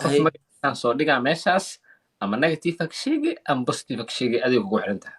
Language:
Somali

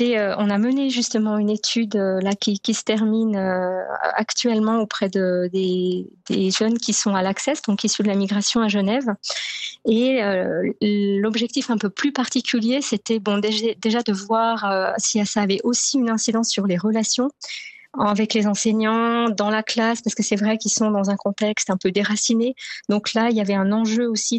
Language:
French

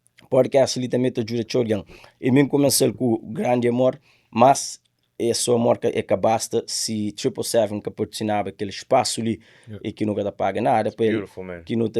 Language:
Kabuverdianu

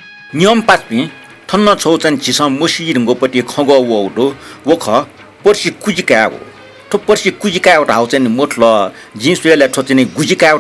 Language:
Newari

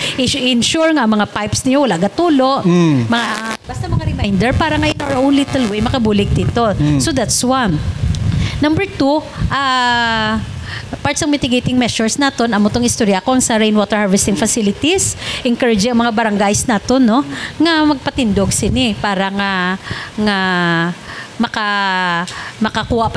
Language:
Hiligaynon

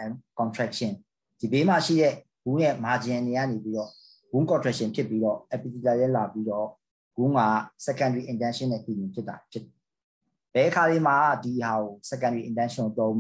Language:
Burmese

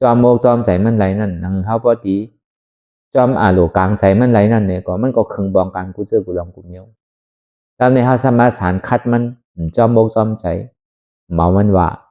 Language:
Shan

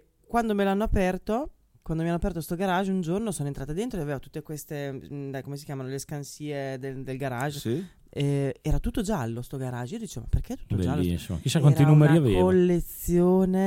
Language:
Italian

